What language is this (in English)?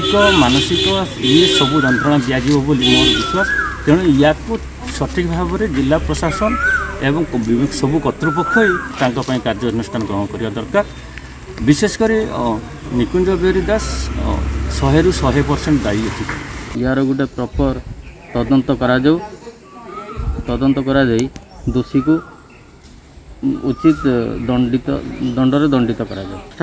Odia